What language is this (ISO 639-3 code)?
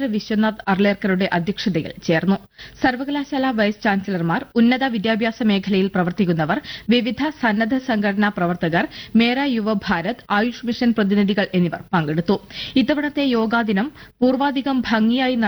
mal